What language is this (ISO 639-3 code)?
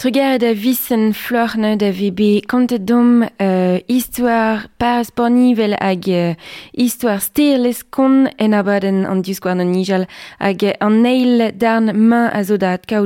bre